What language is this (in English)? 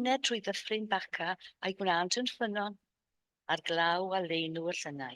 Welsh